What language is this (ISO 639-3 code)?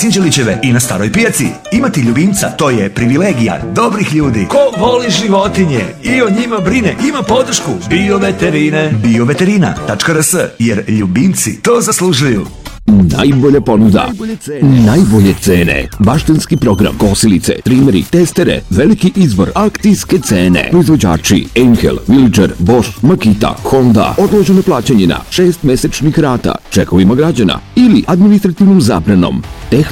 srp